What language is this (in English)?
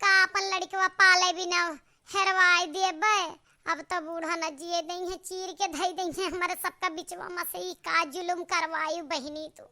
Awadhi